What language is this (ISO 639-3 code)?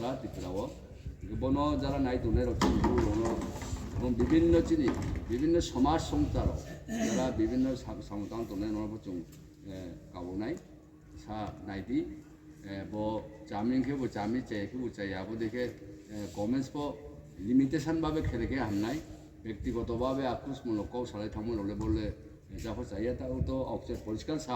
ria